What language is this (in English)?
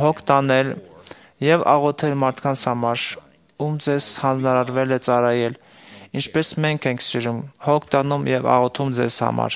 Armenian